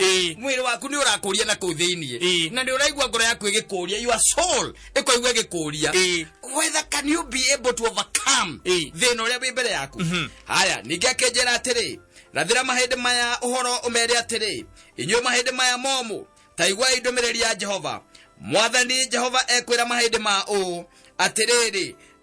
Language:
Kikuyu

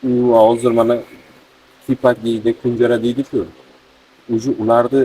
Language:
Uzbek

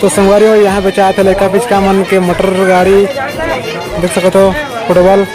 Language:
Chhattisgarhi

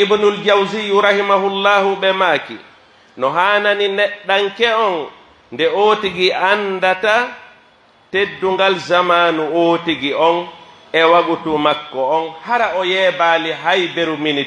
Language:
Pular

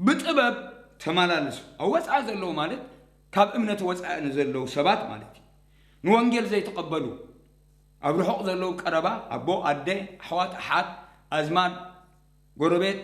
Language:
Tigrinya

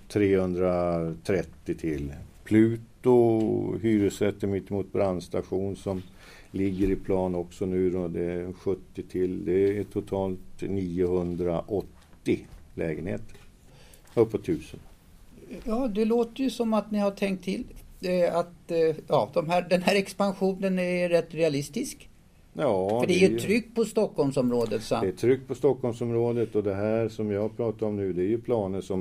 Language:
Swedish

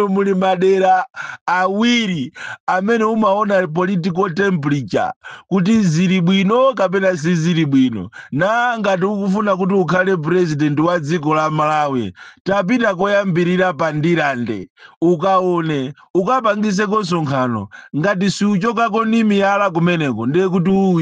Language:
Nyanja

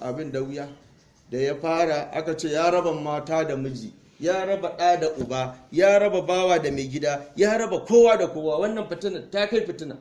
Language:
Hausa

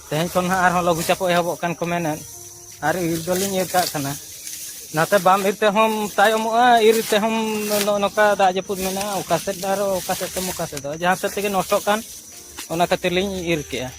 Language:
Santali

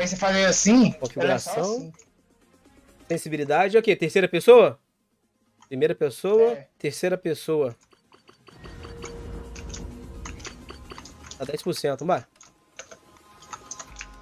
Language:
Portuguese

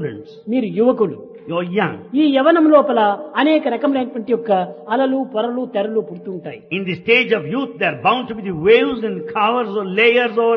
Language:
Telugu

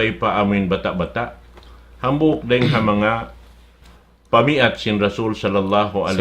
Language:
Tausug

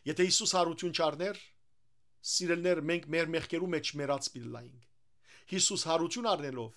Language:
Western Armenian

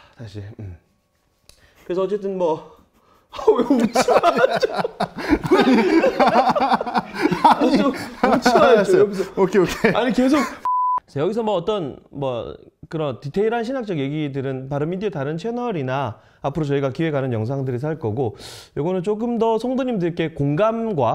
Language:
Korean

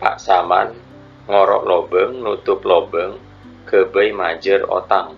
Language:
Madurese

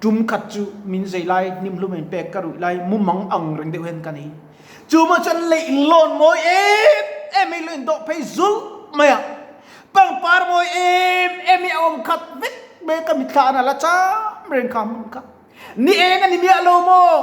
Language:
Mizo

